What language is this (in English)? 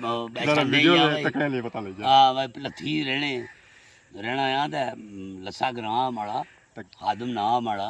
Pahari-Potwari